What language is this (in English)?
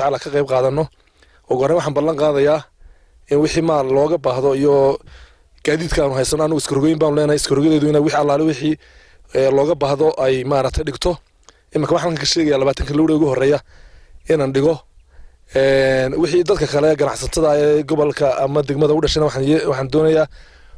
Somali